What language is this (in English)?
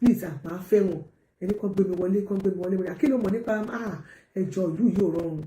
Yoruba